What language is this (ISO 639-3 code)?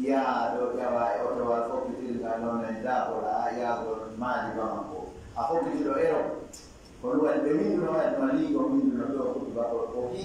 ful